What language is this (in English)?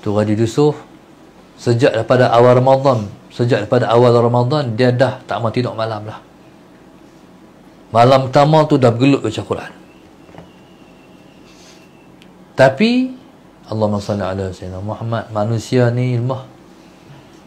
Malay